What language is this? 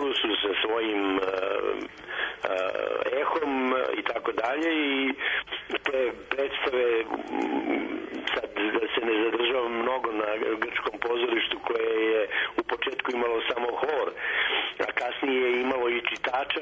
Serbian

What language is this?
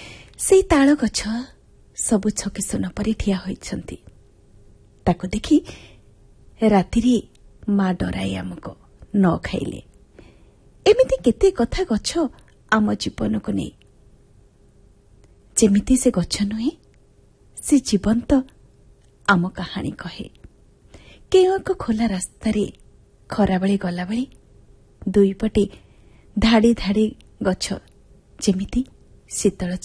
Odia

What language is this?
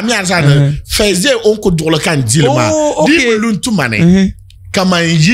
Dagbani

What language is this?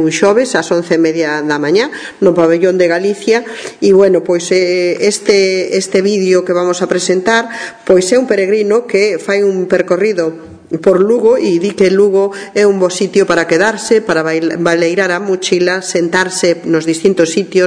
Galician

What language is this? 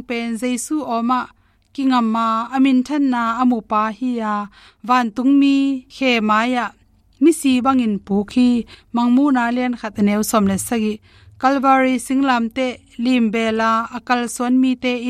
Tedim Chin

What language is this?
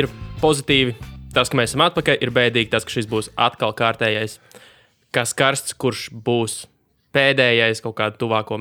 Latvian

